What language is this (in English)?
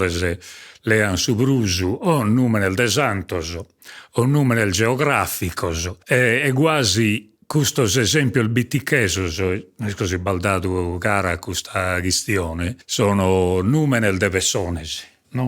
Sardinian